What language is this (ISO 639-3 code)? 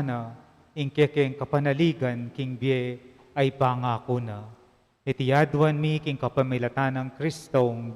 pam